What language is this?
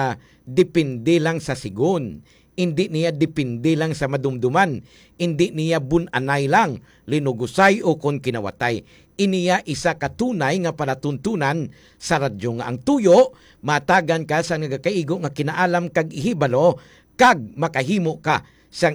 Hiligaynon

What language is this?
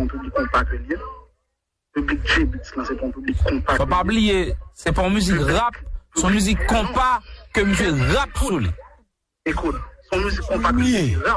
Haitian Creole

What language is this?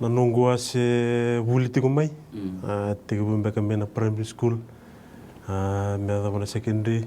Fijian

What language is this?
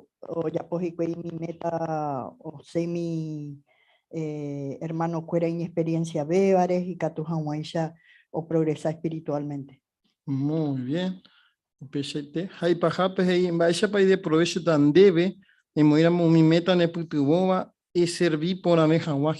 Guarani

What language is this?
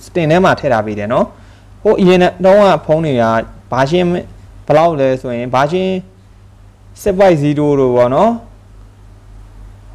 Burmese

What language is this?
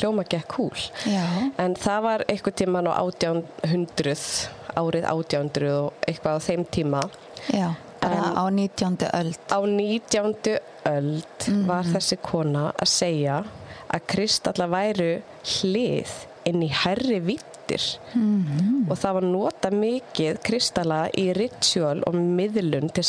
Icelandic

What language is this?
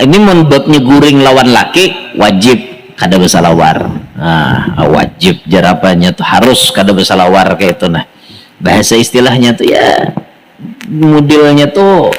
Banjar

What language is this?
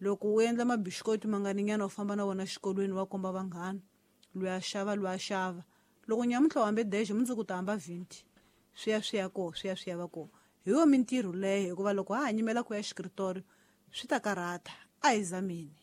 Tsonga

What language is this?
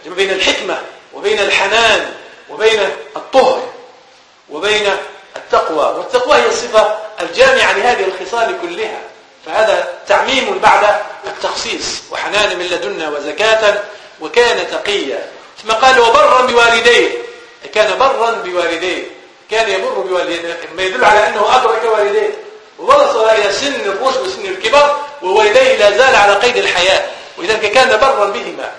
Arabic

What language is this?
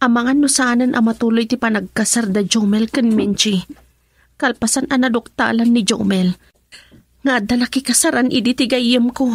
Iloko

